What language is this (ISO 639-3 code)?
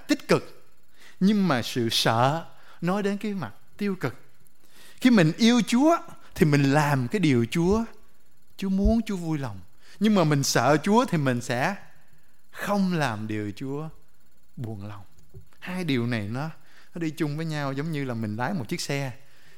vie